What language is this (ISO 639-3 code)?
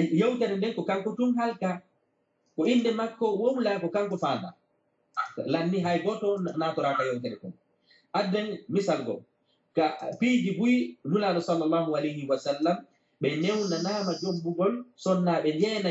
ful